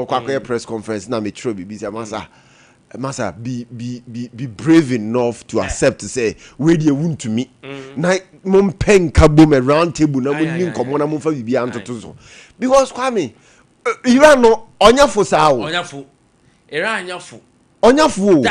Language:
Akan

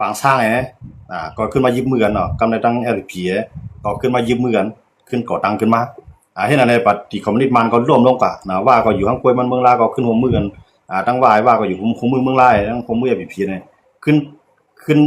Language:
Shan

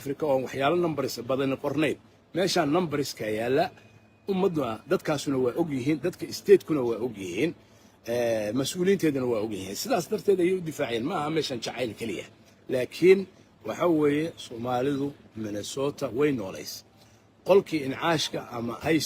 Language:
Somali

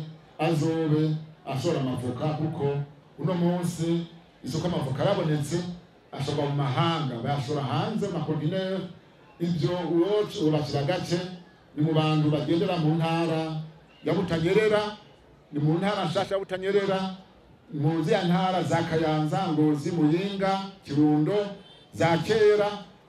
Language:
Rundi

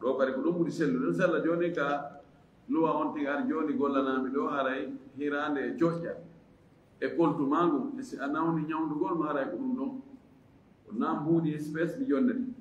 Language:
Fula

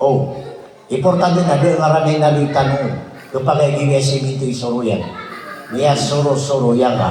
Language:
Maranao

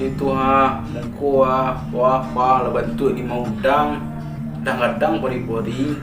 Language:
Minangkabau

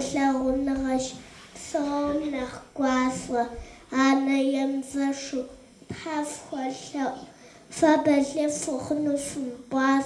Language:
Kabardian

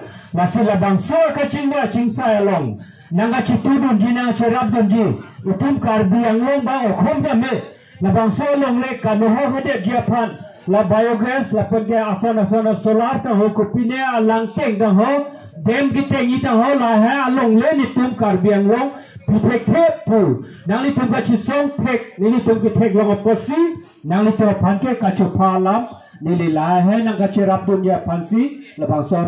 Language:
Karbi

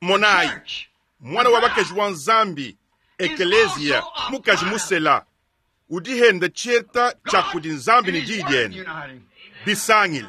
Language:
Luba-Lulua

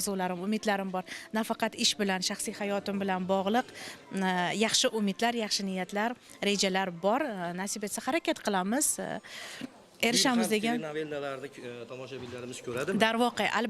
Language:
Uzbek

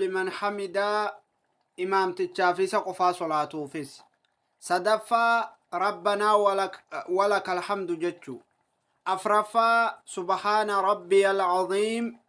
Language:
Oromo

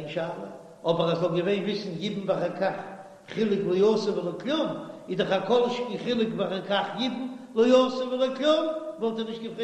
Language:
Yiddish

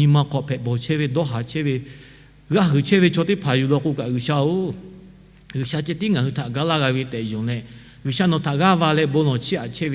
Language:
Lahu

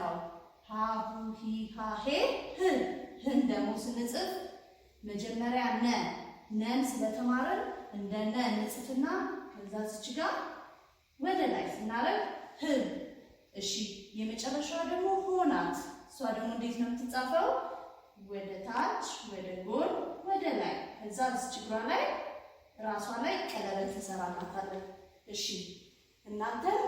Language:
Amharic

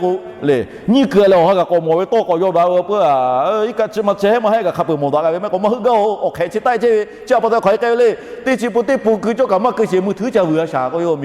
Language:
Lahu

